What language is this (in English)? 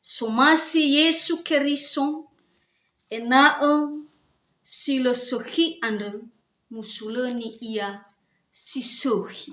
Nias